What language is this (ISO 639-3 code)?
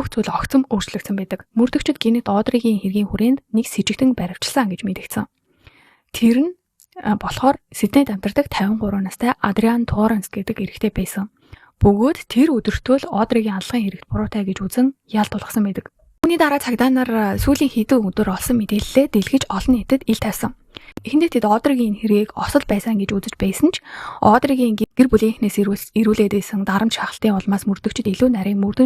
mon